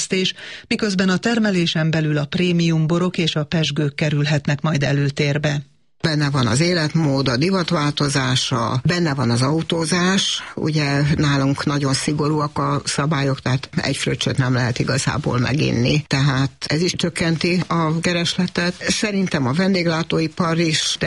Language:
Hungarian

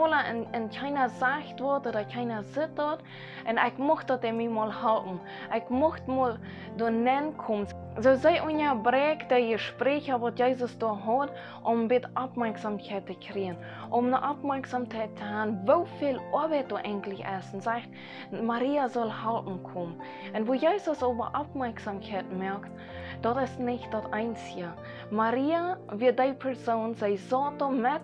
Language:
Plautdietsch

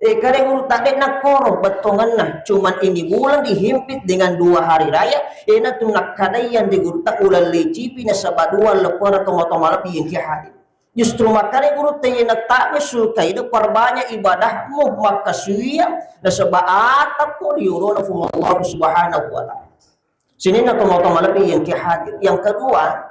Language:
Buginese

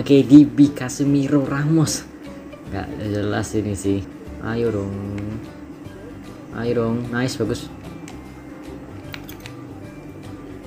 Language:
Indonesian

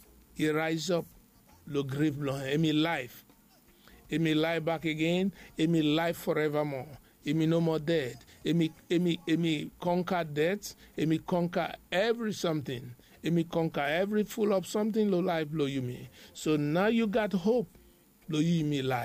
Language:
Bislama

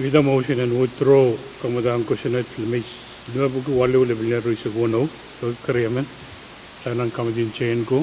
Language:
Pohnpeian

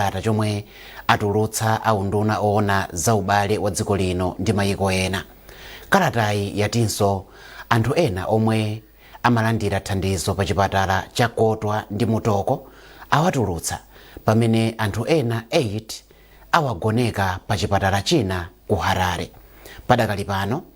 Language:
Nyanja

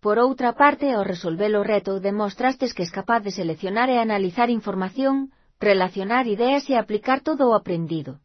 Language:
Galician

